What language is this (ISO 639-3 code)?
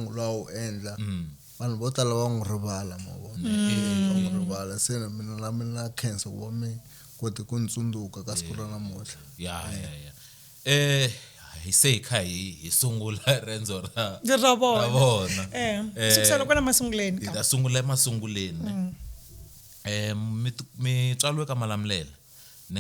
tso